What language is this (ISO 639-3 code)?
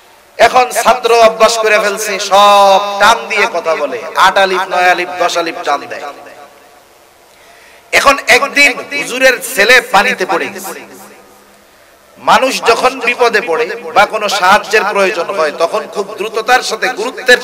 ben